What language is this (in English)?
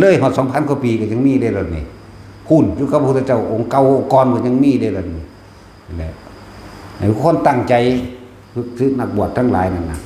Northeastern Thai